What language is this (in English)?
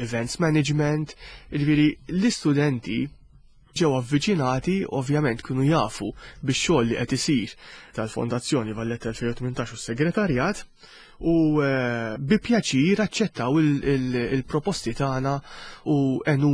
Maltese